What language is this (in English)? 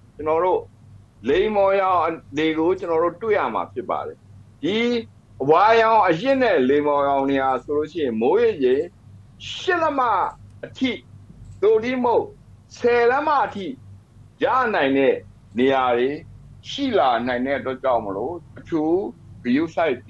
Burmese